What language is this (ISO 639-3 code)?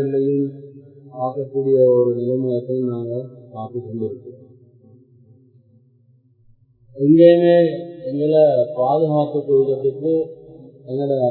tam